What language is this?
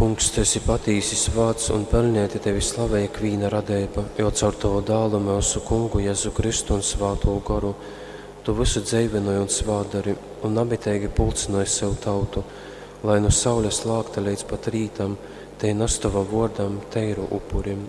Latgalian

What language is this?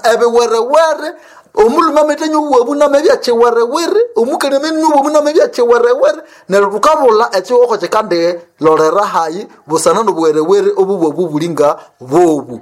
Nande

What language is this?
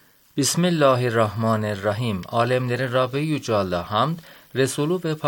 Turkish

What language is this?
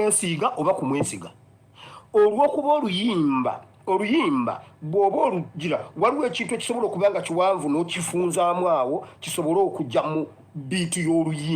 Ganda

